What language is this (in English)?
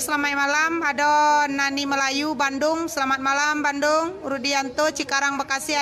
Minangkabau